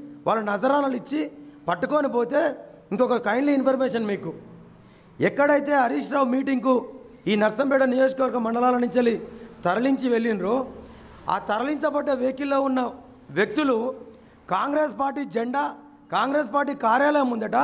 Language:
Telugu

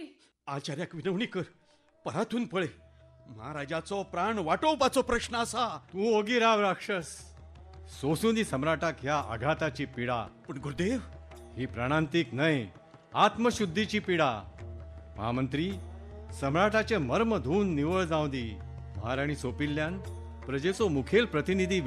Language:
Konkani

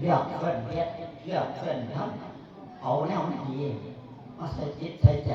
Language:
Northeastern Thai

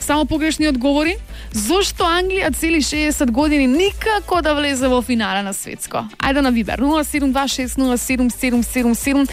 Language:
Macedonian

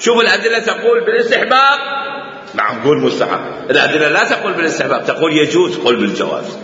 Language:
Mesopotamian Arabic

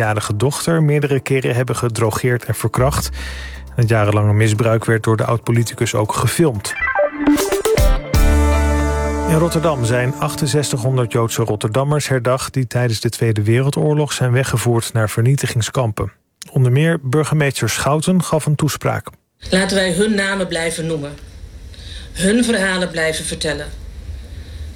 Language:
Dutch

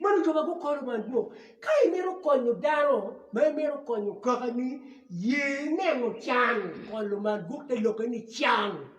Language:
Acoli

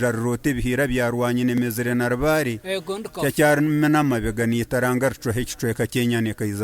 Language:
Nyankole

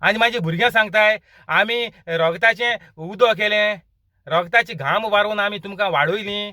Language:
Konkani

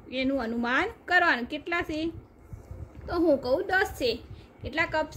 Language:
Gujarati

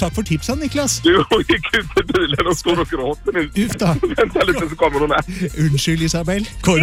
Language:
Norwegian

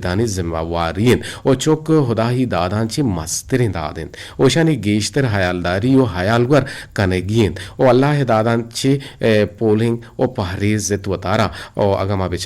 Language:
Eastern Balochi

